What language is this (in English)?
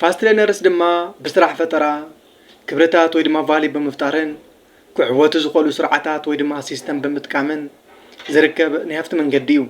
Tigrinya